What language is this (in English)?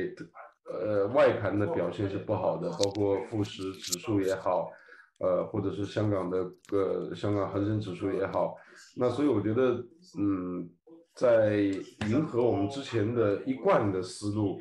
Chinese